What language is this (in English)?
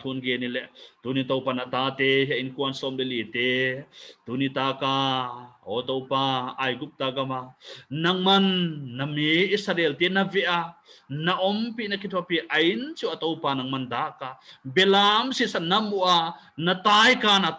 Paite Chin